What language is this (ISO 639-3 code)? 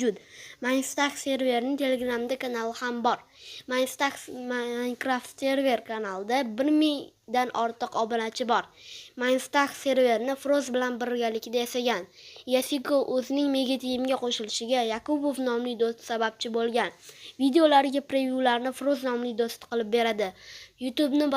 uzb